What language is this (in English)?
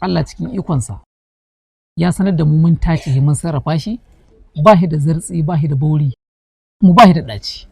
Hausa